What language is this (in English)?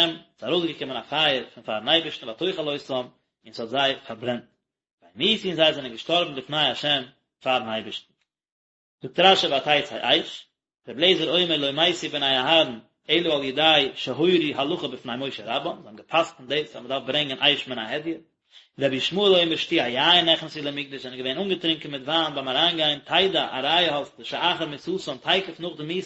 Yiddish